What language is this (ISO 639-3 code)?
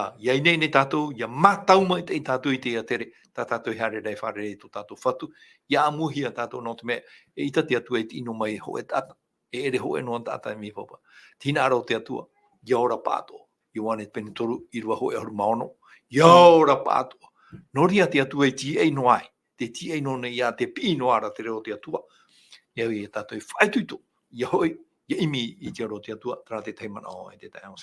tah